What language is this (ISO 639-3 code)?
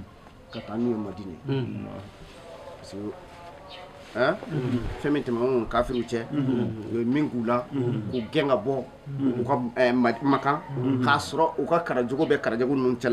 bam